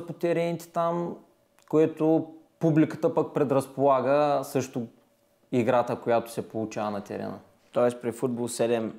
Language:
Bulgarian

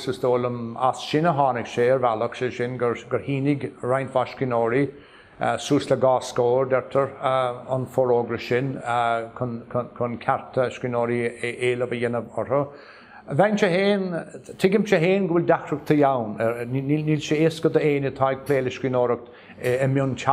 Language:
Irish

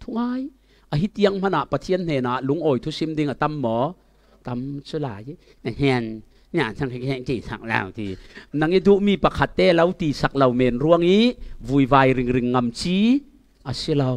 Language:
Falam Chin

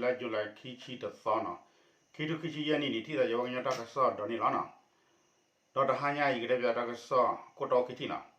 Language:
S'gaw Karen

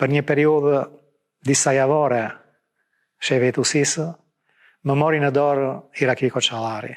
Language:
Albanian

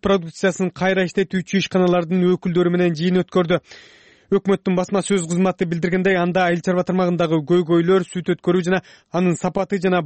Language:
Kyrgyz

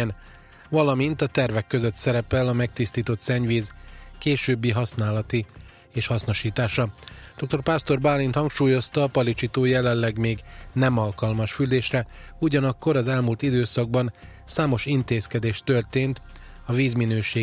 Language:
Hungarian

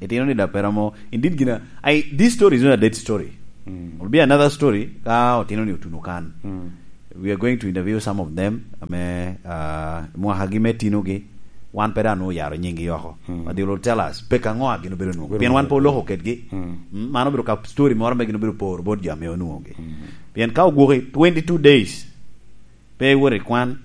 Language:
Lango (Uganda)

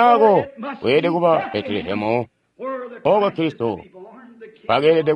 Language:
Tonga (Zambia)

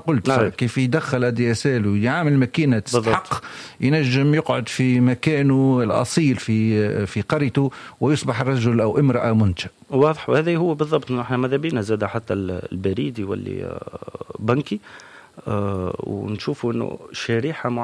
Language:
Tunisian Arabic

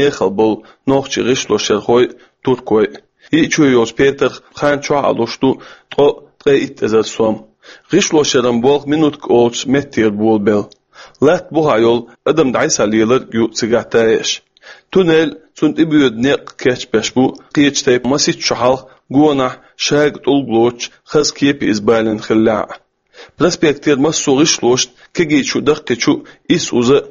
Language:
Chechen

